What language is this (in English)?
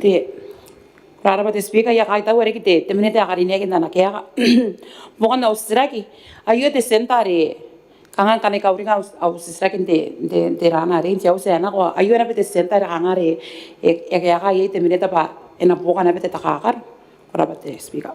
Gilbertese